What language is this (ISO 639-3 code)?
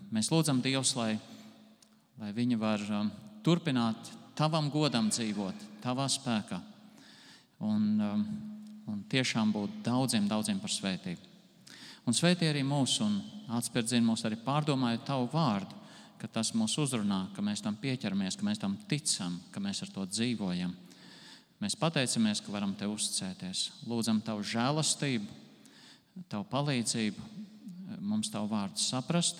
lav